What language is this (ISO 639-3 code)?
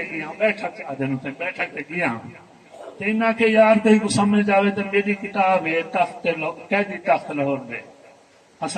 skr